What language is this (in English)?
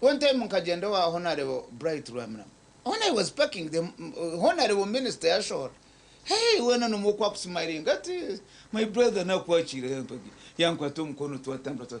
Nyankole